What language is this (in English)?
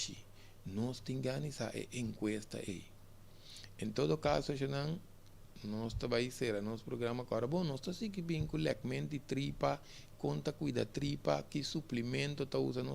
Papiamento